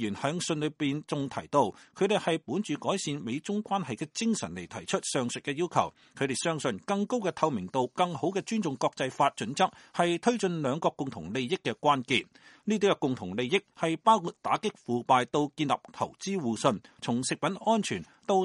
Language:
Cantonese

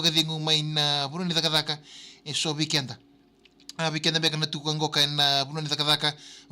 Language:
Fijian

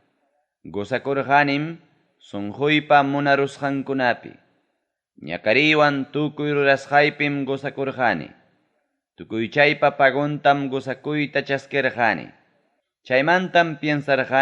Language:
Ayacucho Quechua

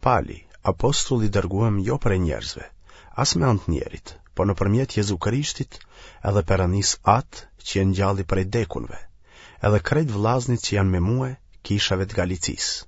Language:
Albanian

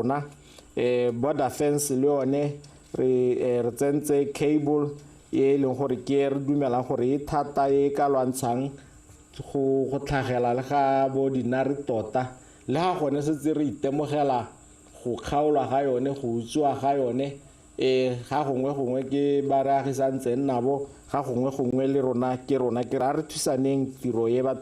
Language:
Tswana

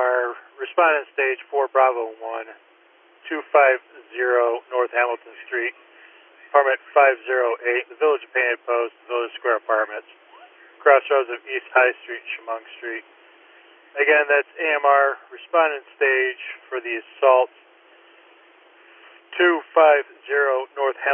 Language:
English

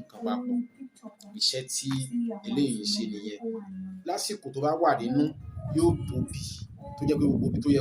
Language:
Yoruba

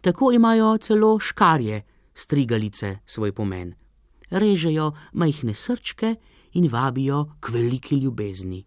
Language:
Slovenian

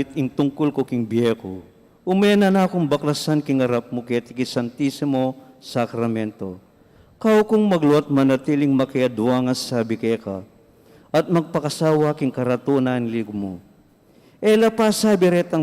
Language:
Pampanga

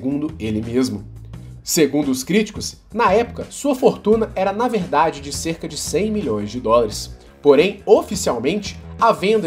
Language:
Portuguese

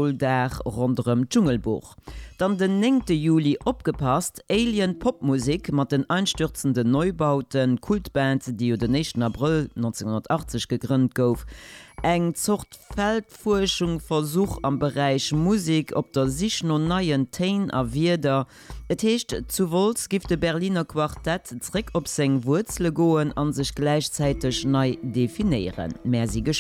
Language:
Luxembourgish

